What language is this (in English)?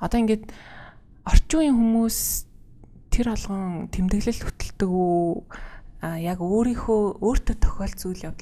Mongolian